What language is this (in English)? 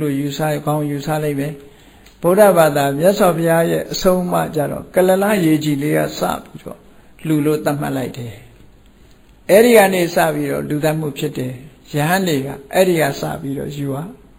Burmese